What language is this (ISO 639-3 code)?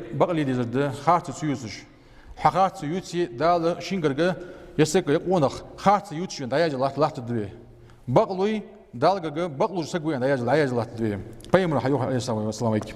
inh